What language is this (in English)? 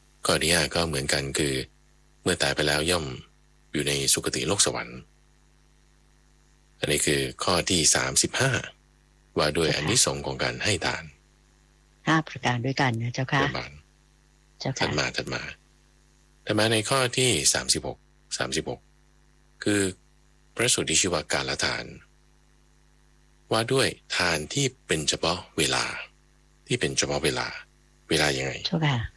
Thai